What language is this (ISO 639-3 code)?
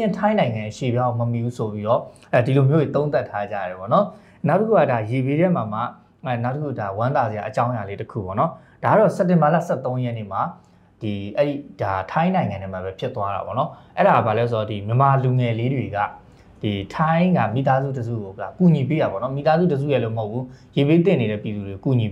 mya